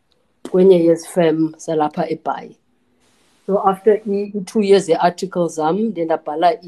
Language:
Xhosa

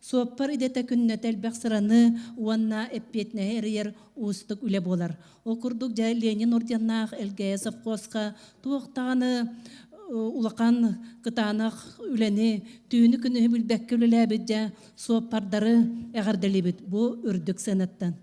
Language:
Yakut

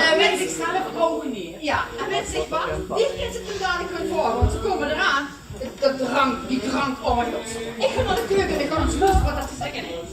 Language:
Limburgish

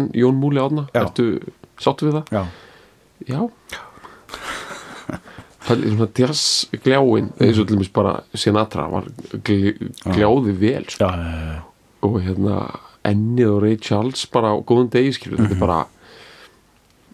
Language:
Icelandic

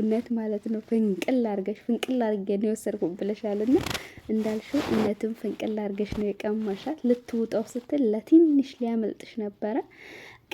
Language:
Amharic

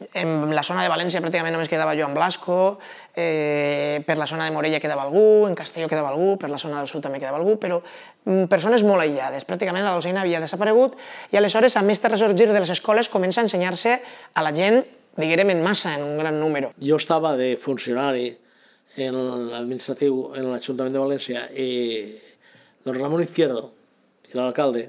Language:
Catalan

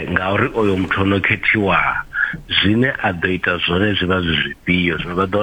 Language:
Venda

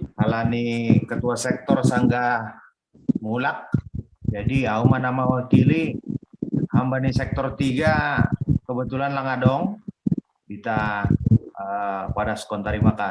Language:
Batak Simalungun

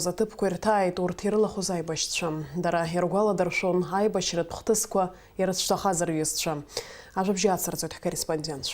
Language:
Abkhazian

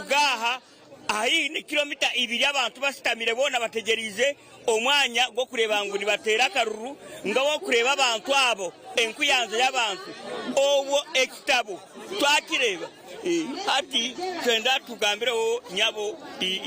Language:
Nyankole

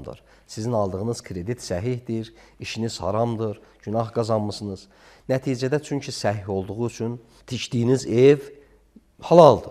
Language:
Azerbaijani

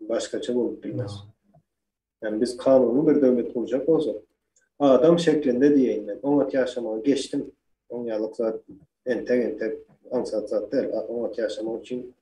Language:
Turkmen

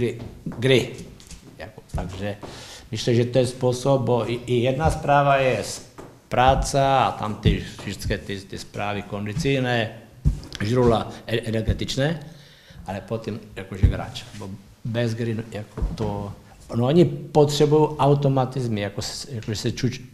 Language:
Polish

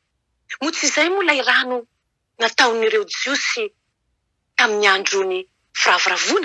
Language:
Malagasy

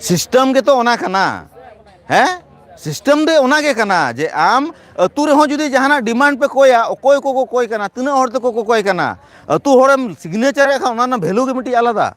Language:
Santali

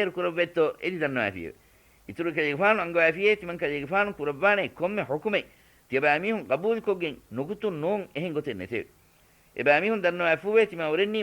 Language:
Divehi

